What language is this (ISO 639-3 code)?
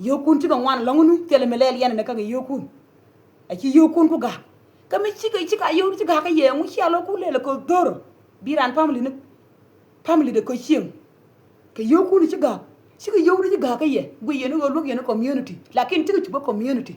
nus